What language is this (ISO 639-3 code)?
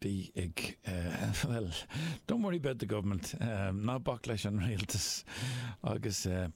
gle